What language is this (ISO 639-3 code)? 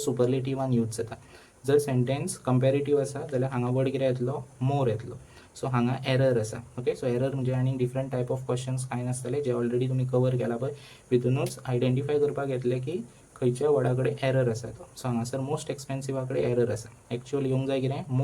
kok